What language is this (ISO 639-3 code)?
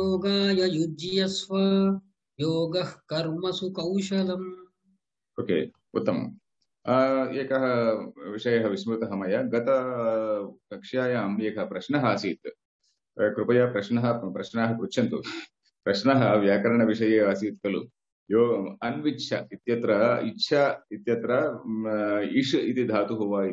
san